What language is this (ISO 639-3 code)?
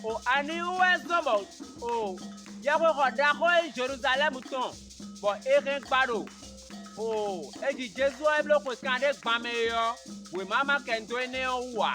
fon